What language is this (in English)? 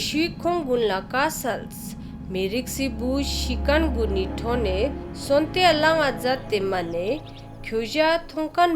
Ladakhi